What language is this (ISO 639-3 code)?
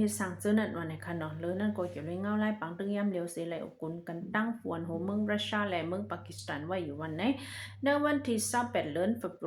shn